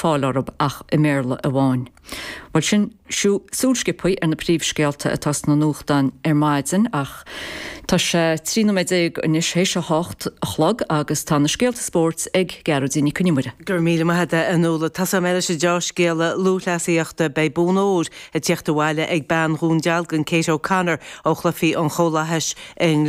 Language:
Irish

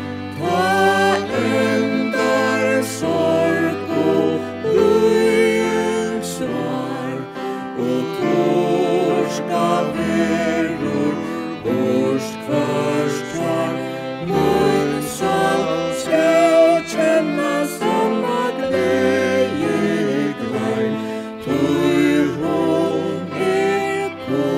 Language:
Faroese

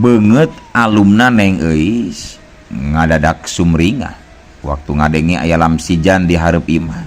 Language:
Sundanese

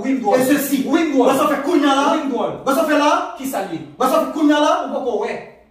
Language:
Haitian Creole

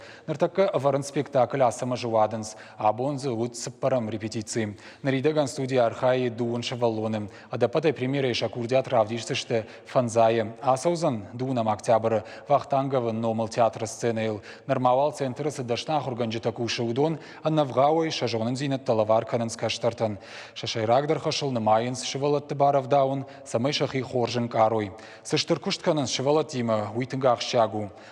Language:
Ossetic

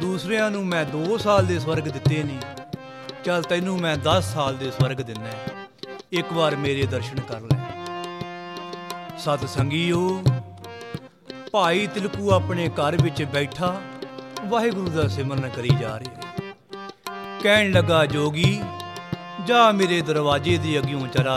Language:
Punjabi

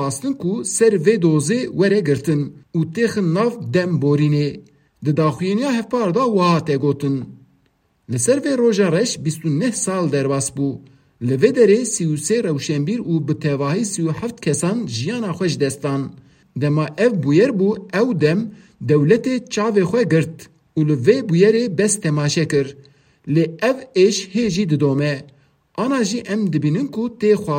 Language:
Kurdish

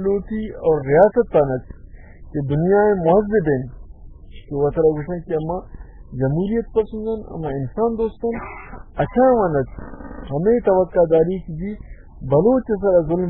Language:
Baluchi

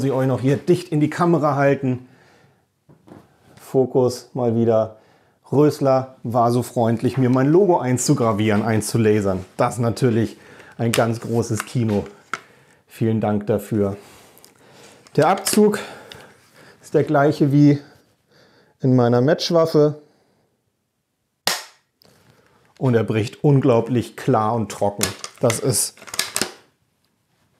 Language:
German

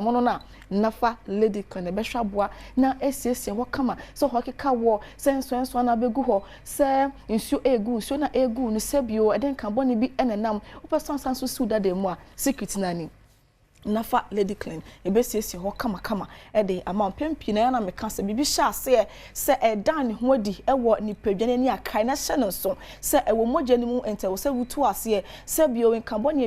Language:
Akan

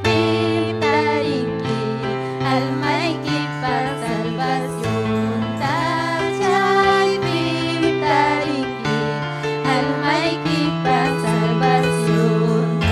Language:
Ayacucho Quechua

